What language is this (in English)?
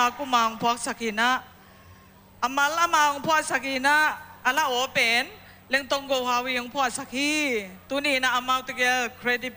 Tedim Chin